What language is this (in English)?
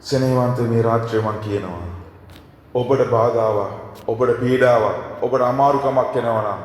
Sinhala